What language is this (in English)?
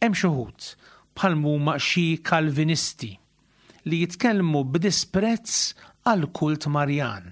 Maltese